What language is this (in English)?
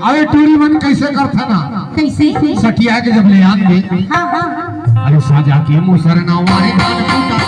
Chhattisgarhi